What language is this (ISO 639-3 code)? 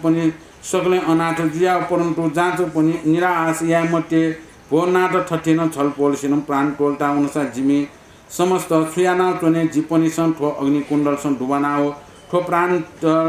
new